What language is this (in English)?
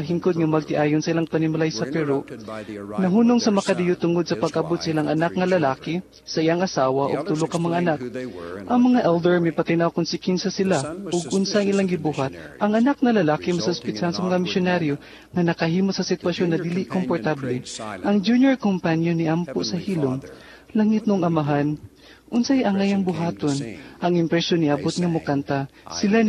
Cebuano